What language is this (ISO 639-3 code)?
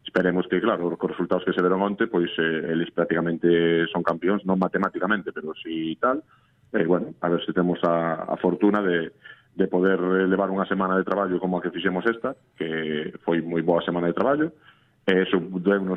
glg